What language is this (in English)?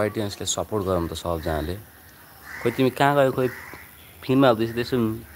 Nepali